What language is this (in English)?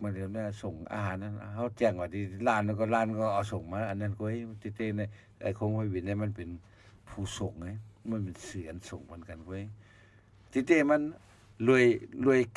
Shan